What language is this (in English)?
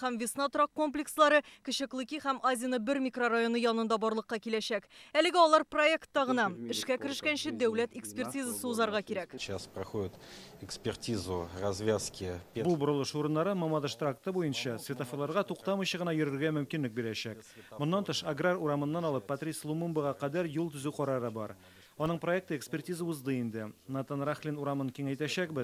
Tatar